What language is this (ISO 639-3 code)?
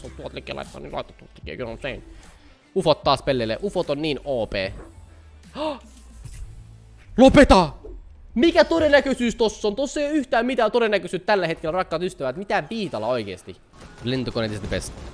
fin